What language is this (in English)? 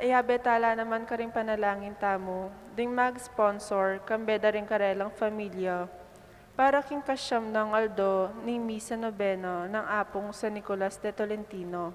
Pampanga